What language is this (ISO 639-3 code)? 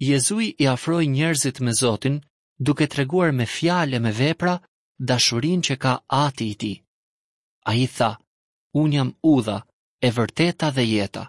sqi